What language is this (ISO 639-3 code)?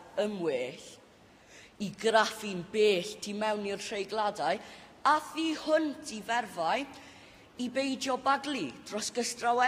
cym